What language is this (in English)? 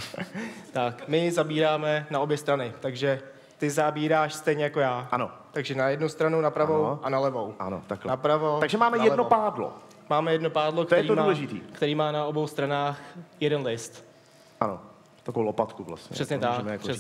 Czech